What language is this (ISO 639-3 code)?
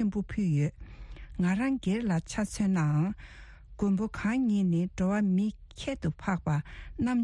bod